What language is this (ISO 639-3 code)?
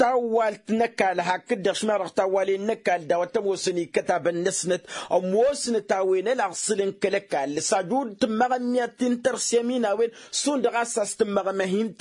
taq